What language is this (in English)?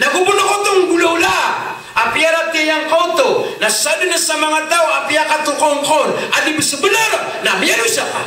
Maranao